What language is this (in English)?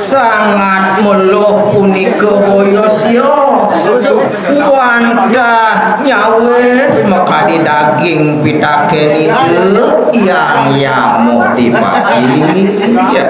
Balinese